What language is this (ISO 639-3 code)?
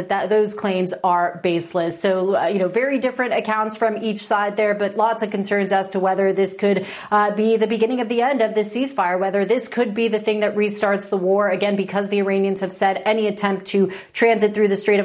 eng